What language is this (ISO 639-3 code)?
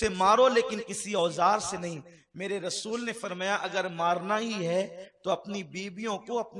urd